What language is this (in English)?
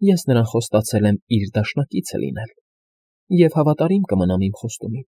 Armenian